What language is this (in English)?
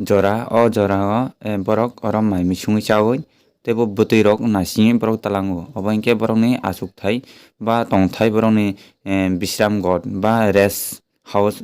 Kok Borok